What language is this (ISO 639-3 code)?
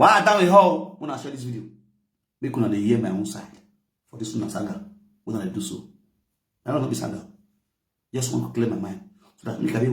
pcm